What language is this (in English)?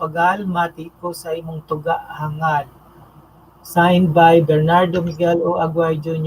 Bikol